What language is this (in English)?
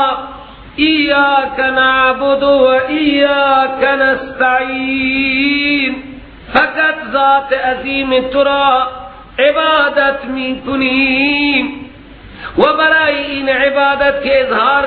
Persian